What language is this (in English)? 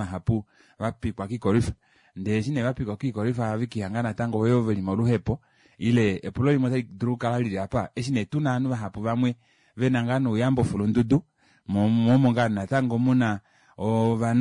Kuanyama